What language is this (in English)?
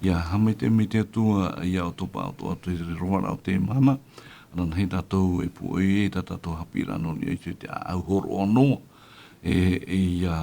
Tahitian